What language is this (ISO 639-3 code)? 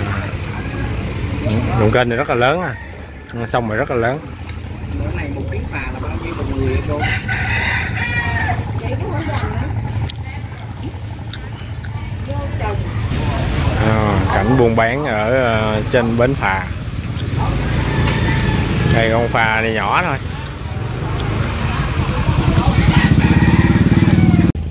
vie